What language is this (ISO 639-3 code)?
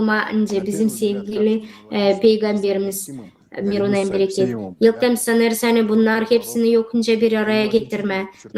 gag